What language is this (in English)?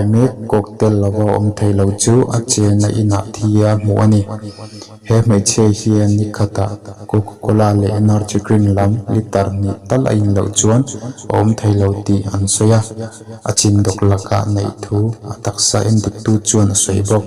Mizo